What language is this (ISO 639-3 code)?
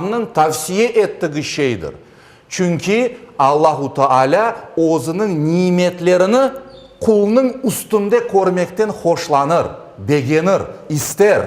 crh